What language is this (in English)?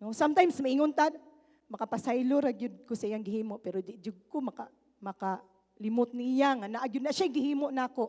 Cebuano